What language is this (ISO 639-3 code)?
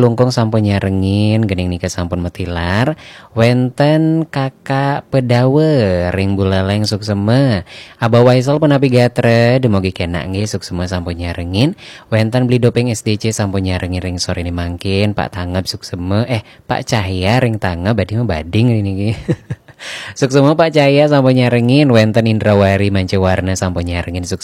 ban